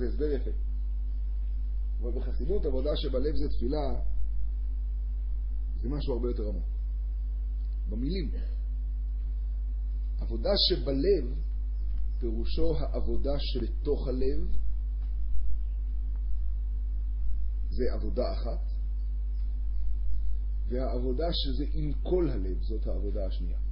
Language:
Hebrew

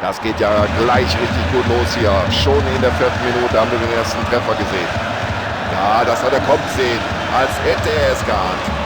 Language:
Bavarian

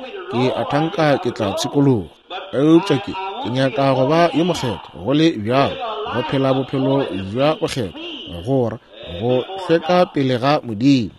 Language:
Northern Sotho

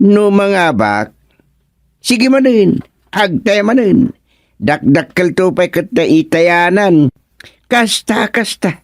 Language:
Iloko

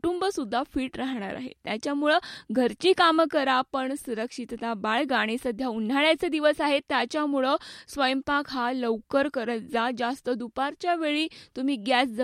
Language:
Marathi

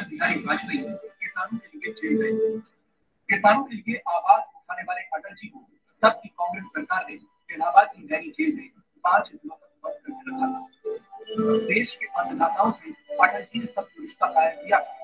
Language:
Hindi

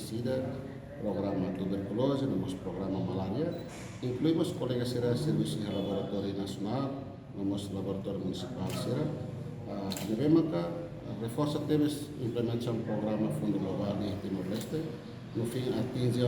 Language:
Tetum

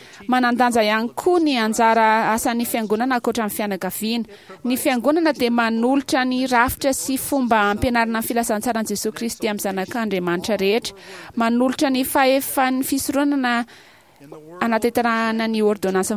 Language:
Malagasy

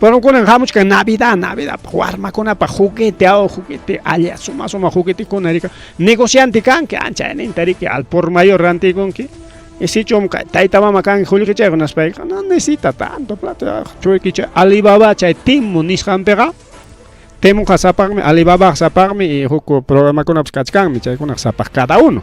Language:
Ayacucho Quechua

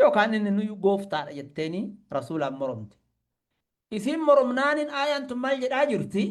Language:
Oromo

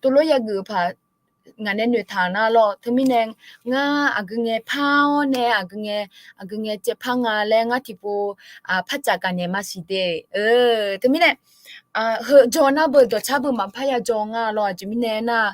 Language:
Akha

